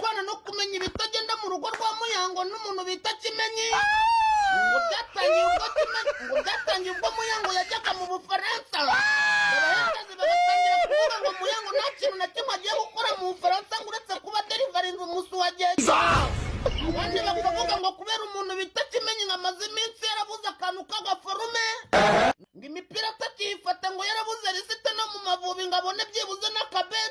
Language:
Kinyarwanda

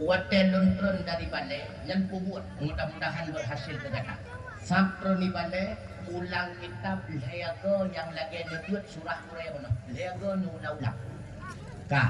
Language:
Achinese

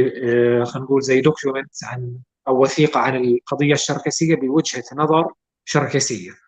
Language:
North Levantine Arabic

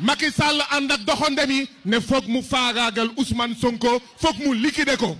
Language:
Wolof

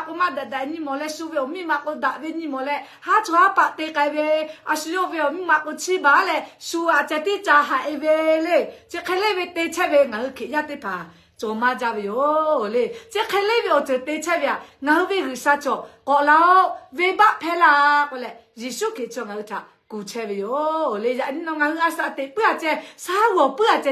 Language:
Lahu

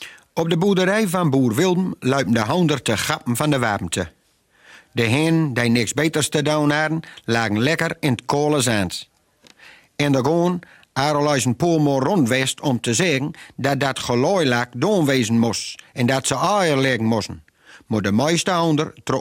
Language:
Gronings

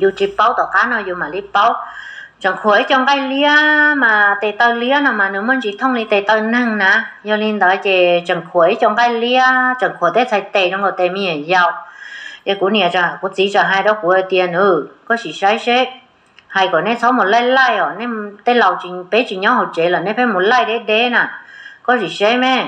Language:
Hmong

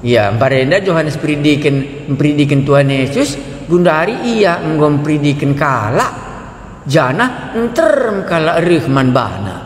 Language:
Batak Karo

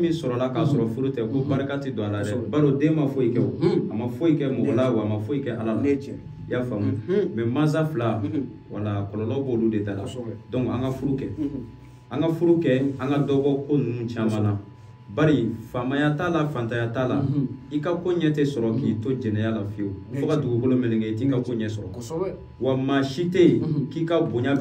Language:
Bambara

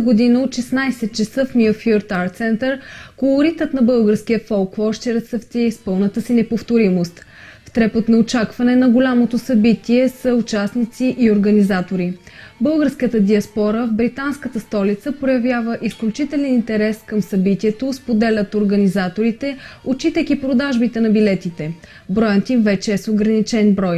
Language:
Bulgarian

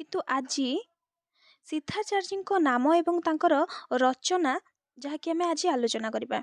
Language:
Odia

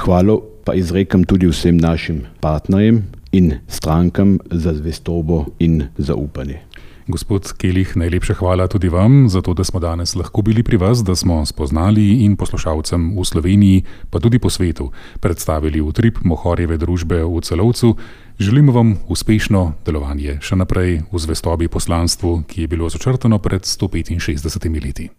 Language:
Slovenian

